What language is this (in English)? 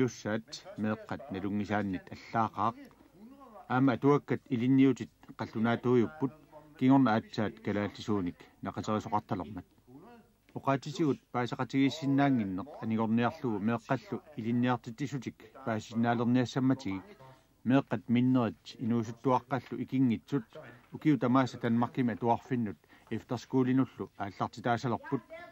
Kalaallisut